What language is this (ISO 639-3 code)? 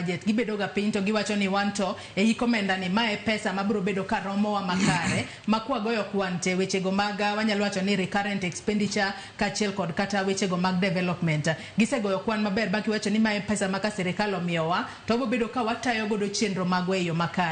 luo